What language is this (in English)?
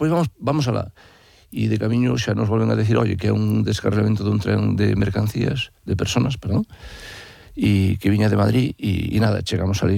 Galician